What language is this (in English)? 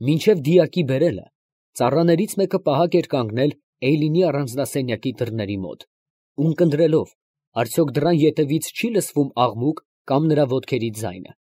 Armenian